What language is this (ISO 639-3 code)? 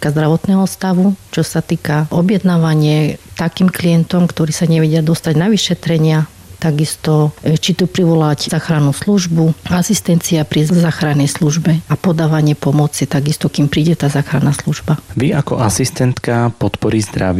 slk